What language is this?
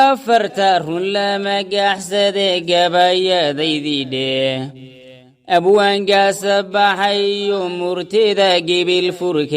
Somali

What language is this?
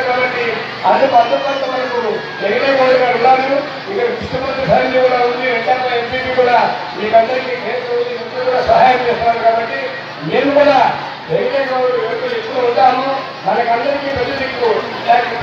Telugu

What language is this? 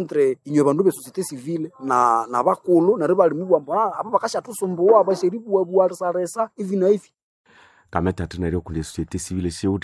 Nande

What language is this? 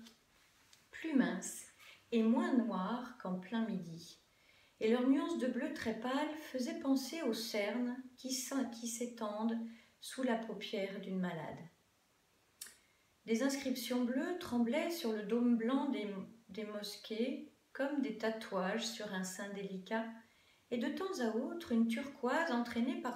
French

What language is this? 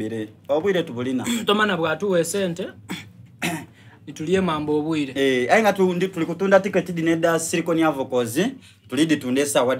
Soga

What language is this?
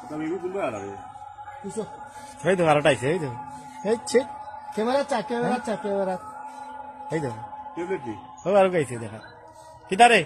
Sylheti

